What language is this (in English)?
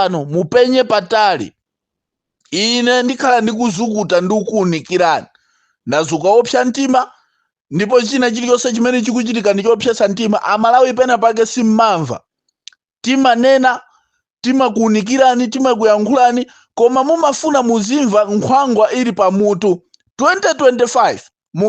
Nyanja